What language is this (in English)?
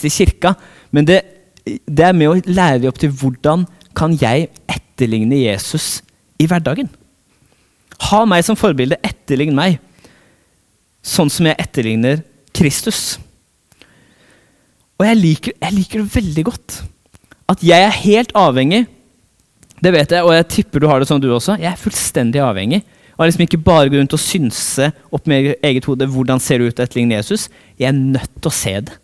Norwegian